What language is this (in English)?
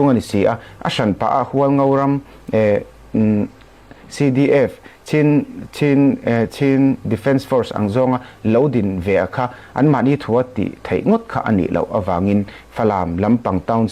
Falam Chin